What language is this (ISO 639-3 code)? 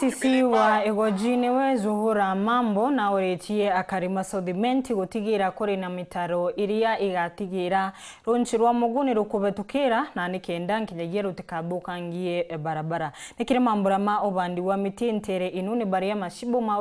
mer